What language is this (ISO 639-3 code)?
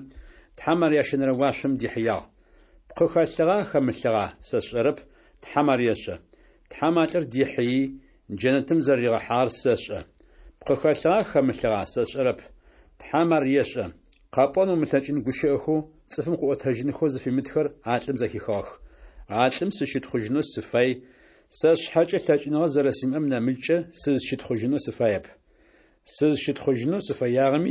ady